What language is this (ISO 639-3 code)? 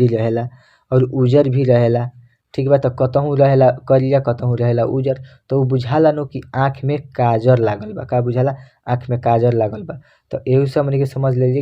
bho